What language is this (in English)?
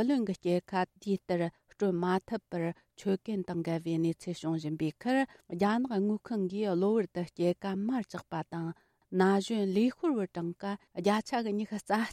Tibetan